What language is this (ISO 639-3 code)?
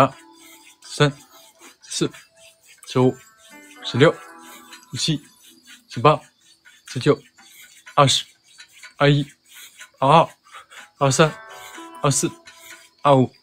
zho